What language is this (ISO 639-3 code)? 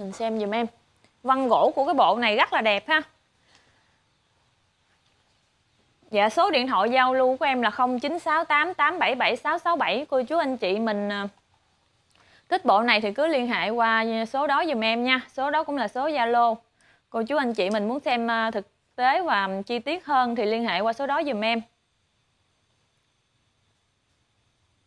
vie